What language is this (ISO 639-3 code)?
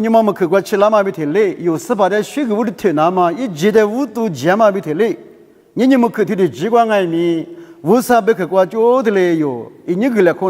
lis